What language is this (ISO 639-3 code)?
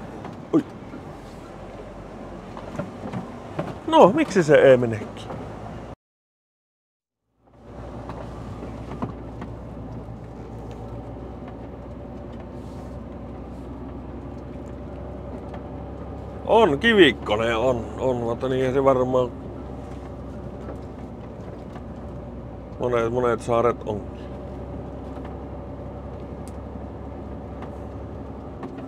fin